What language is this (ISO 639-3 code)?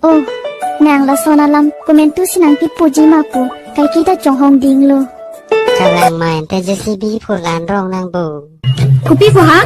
mjw